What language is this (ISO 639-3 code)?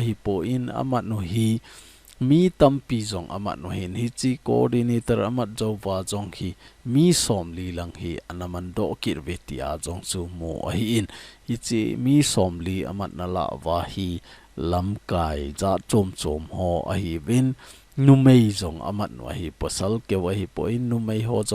tcz